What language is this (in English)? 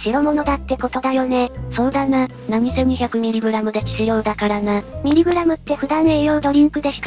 Japanese